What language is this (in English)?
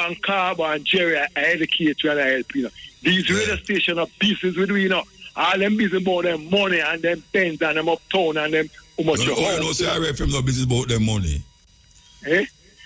Jamaican Creole English